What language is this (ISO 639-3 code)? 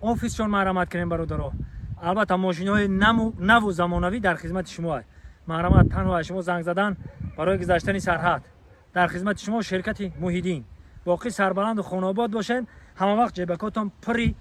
tgk